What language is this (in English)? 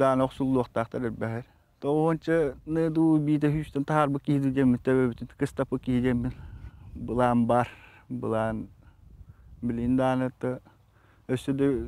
Yakut